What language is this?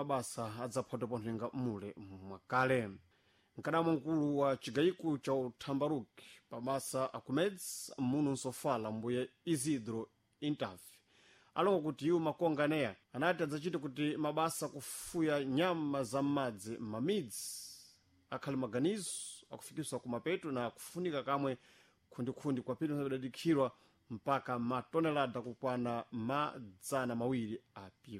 Sena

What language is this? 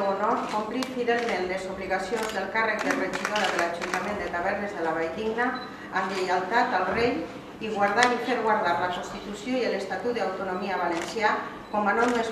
Catalan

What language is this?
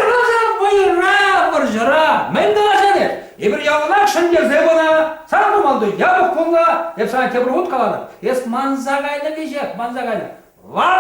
Chuvash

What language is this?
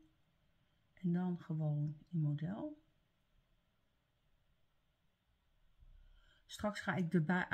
Dutch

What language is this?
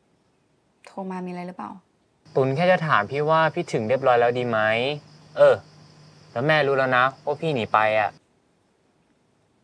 Thai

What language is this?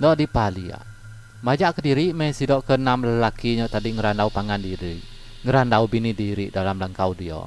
Iban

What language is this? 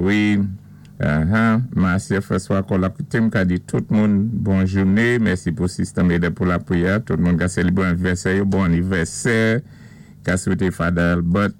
Saint Lucian Creole French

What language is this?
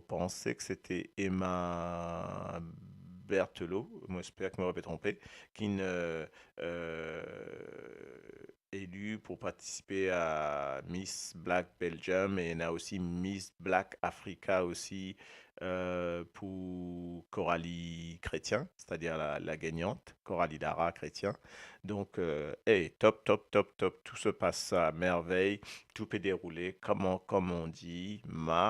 Morisyen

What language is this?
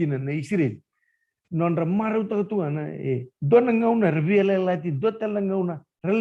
Fijian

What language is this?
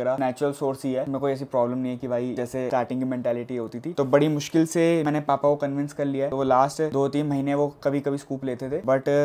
Hindi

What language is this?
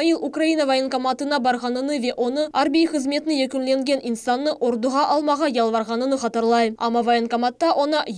Crimean Tatar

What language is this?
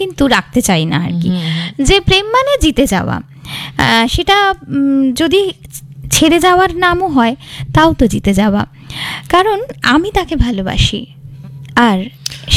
Bangla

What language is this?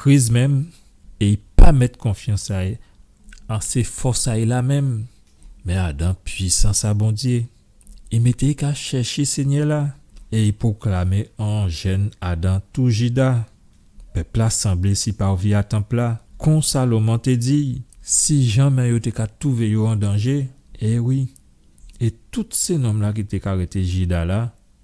Guadeloupean Creole French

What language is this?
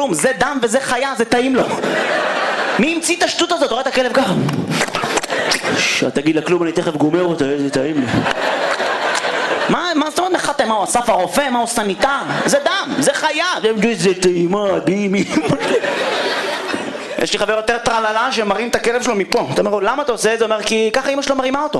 Hebrew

